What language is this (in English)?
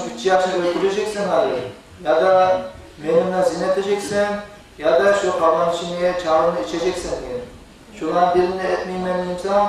Kumyk